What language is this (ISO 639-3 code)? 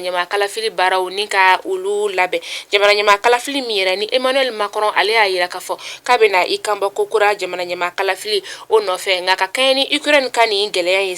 bam